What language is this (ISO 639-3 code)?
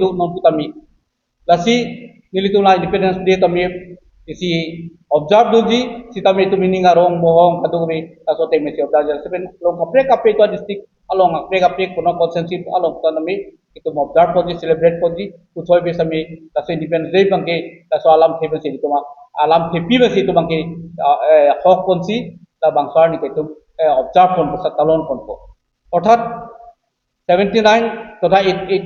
mjw